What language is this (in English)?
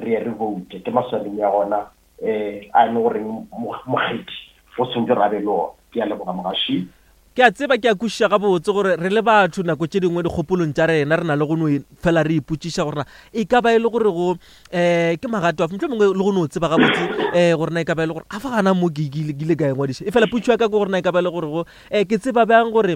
Northern Sotho